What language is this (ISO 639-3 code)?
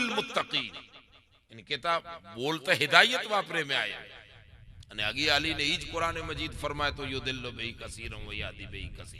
kfr